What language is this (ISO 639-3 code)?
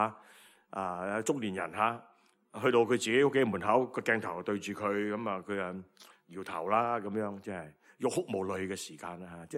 yue